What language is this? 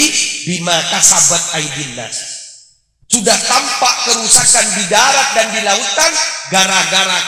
Madurese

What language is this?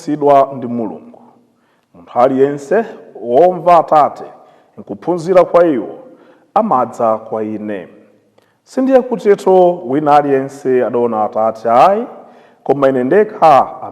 Nyanja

